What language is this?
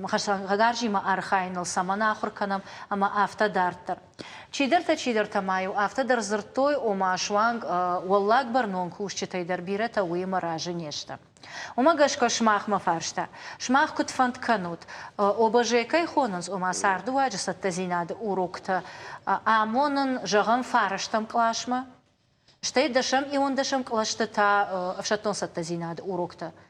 Ossetic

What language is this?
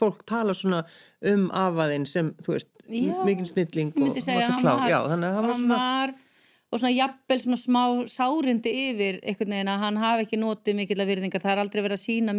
Icelandic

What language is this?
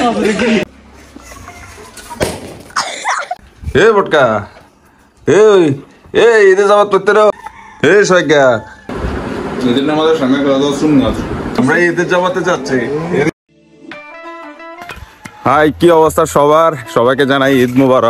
Bangla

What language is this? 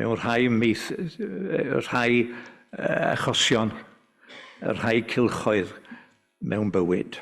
Welsh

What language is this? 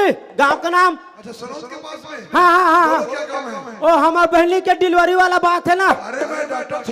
Chhattisgarhi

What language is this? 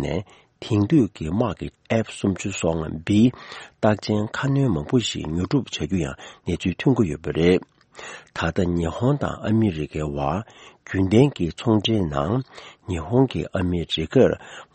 Tibetan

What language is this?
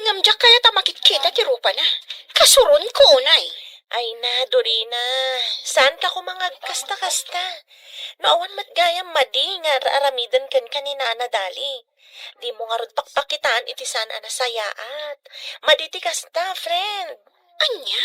Iloko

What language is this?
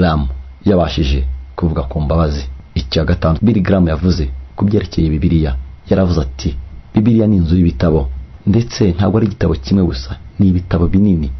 Kinyarwanda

